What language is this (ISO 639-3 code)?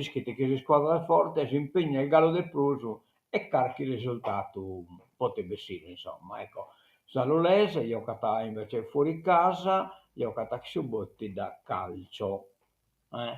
srd